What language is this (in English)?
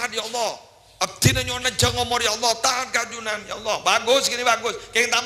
Madurese